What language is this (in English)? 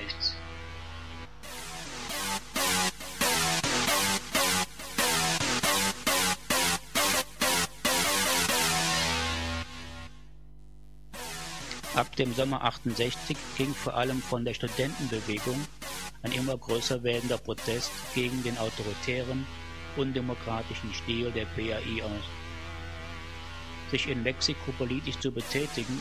German